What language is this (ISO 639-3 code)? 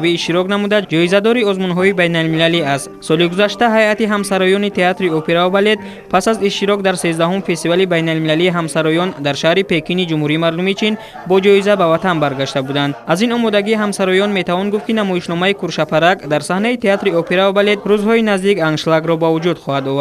tgk